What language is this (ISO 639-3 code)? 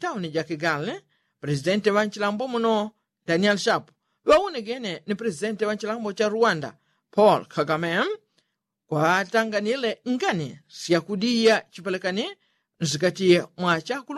yao